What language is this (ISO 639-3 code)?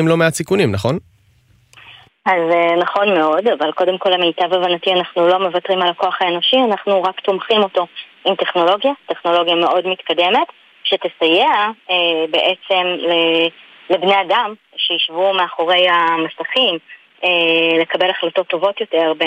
heb